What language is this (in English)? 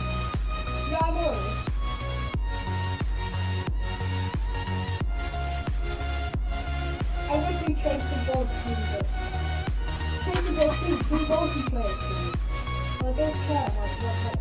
English